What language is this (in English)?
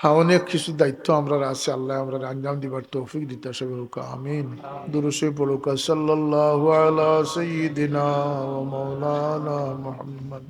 Sylheti